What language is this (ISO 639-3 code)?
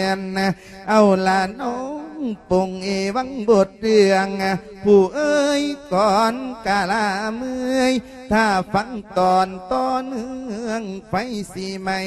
lao